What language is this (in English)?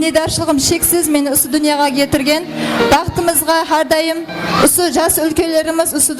Kara-Kalpak